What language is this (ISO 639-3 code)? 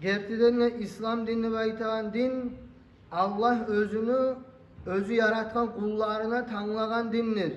kum